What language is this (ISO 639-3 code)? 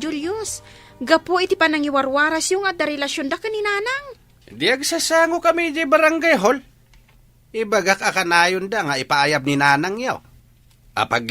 ilo